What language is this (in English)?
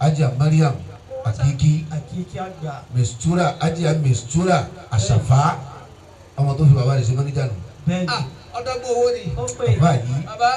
Yoruba